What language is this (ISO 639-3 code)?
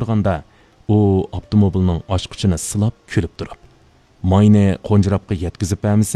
uig